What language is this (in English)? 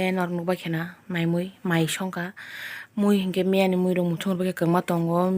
Kok Borok